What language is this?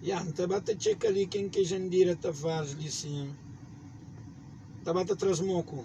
Kabuverdianu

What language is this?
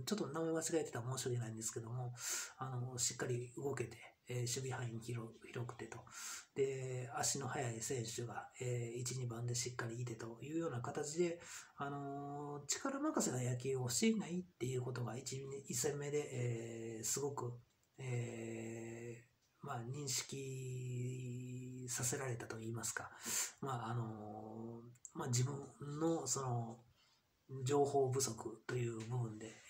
Japanese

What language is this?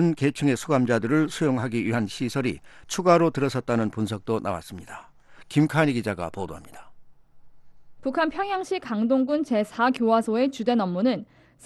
Korean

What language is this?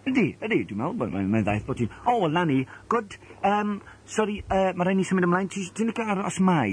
Welsh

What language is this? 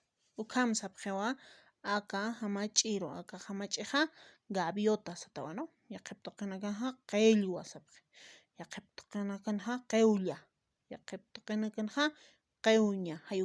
Aymara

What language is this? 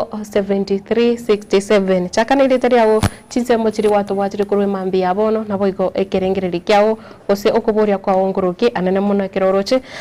Gusii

